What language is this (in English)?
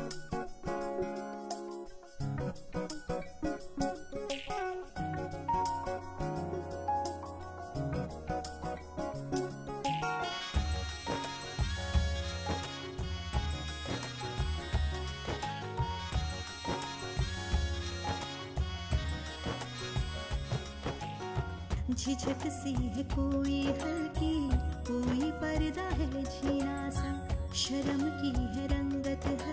Bhojpuri